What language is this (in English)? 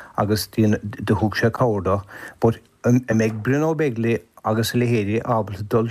Irish